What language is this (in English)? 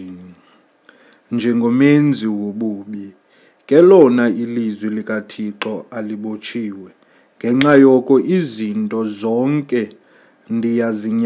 Xhosa